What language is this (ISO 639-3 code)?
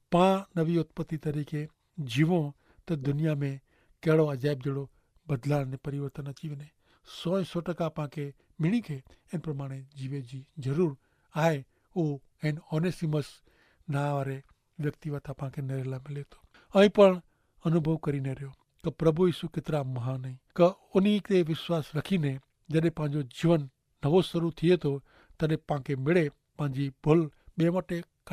kfr